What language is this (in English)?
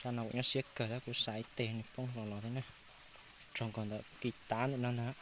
Hmong